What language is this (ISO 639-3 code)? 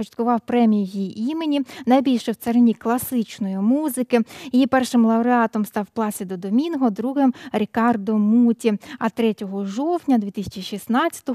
ukr